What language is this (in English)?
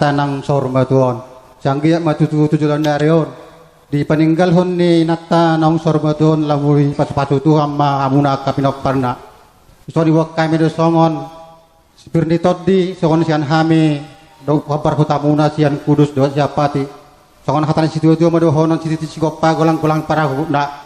Batak Toba